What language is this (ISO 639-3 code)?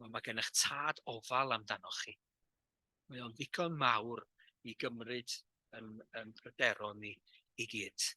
cym